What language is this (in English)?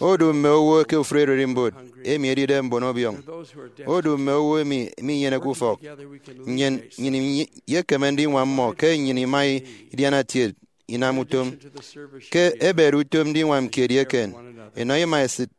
Efik